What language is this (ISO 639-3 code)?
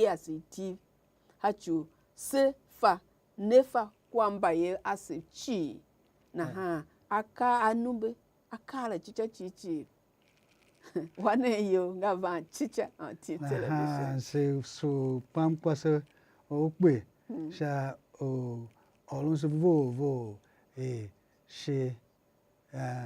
tiv